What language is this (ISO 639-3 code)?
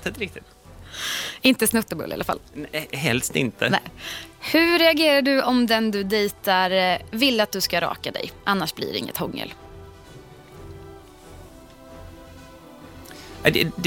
swe